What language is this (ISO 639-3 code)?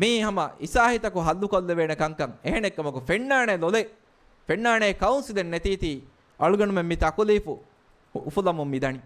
div